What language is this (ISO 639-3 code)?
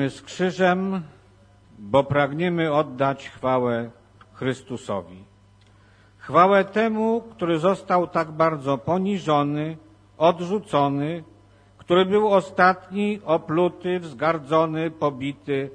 pol